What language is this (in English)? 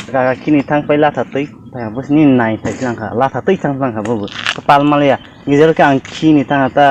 Kok Borok